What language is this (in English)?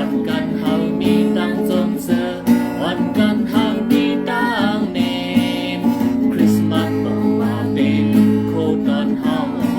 Shan